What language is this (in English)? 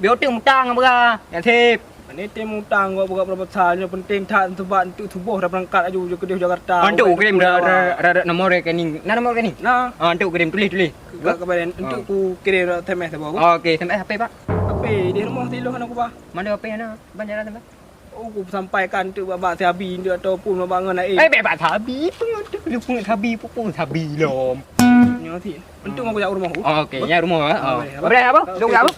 Achinese